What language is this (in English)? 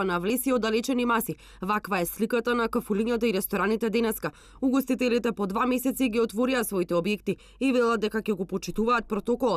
Macedonian